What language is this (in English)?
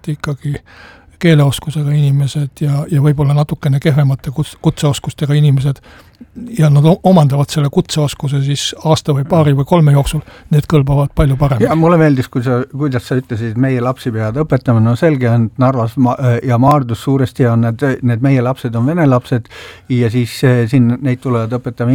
Estonian